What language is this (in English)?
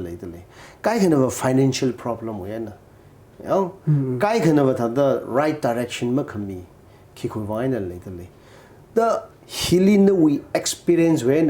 Tangkhul Naga (India)